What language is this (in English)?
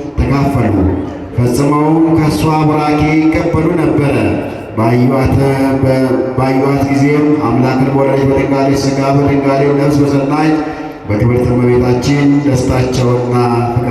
Amharic